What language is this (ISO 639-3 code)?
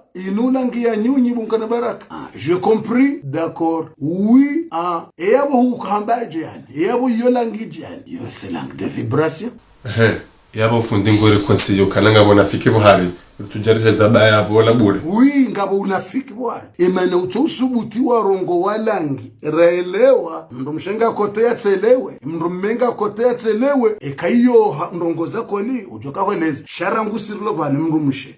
zdj